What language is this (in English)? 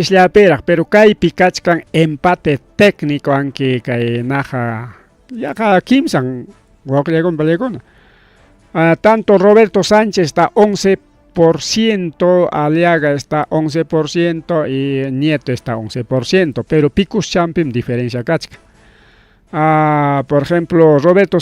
Ayacucho Quechua